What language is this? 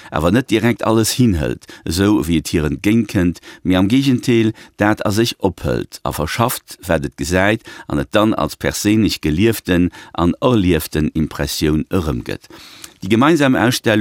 Luxembourgish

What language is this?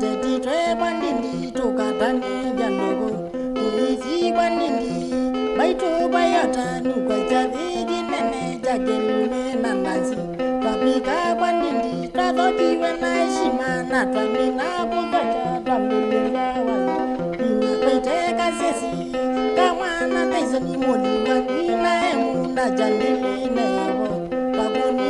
Kamba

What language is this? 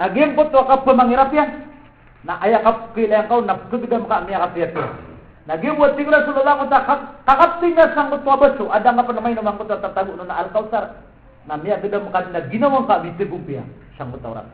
Maranao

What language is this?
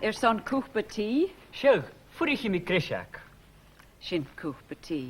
Scottish Gaelic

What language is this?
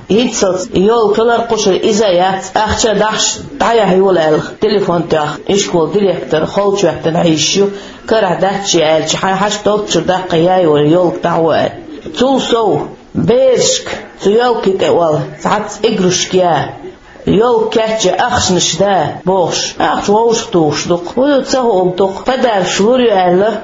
Chechen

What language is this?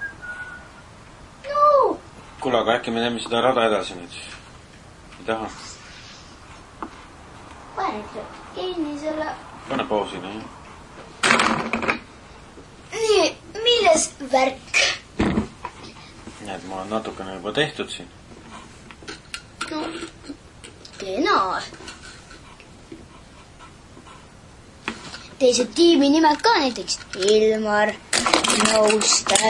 Estonian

